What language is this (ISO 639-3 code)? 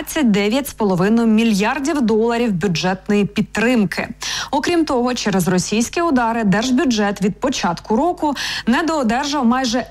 ukr